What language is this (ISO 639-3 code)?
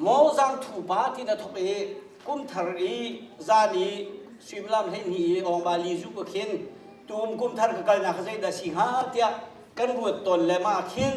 cnh